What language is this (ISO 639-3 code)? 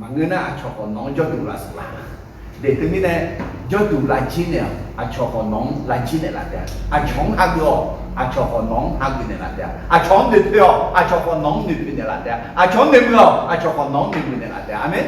ahk